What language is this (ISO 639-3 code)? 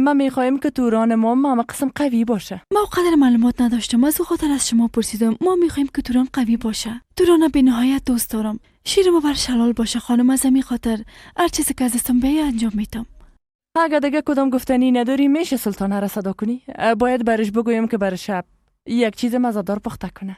fas